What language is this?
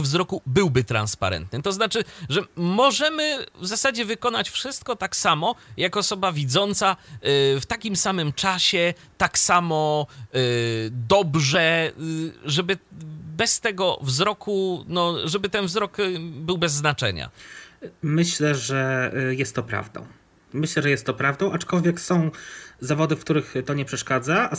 Polish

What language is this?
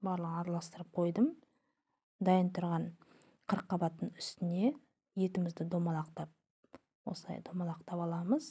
Kazakh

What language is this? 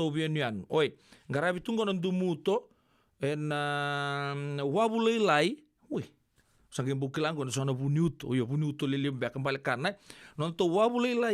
Fijian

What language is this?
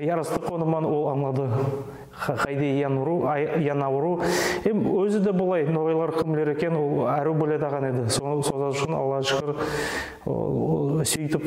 Nogai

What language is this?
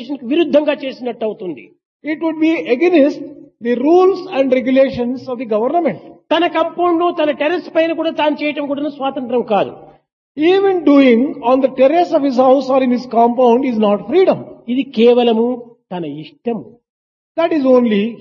Telugu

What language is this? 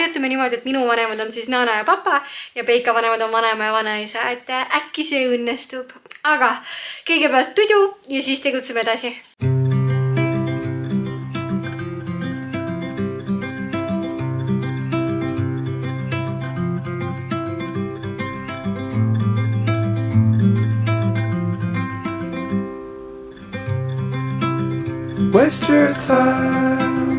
Estonian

